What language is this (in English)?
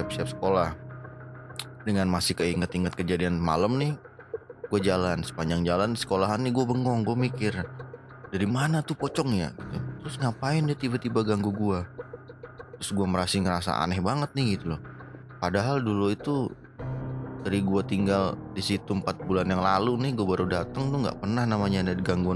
Indonesian